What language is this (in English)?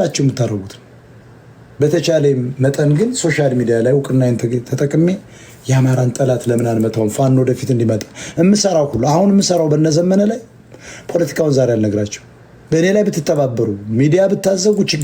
Amharic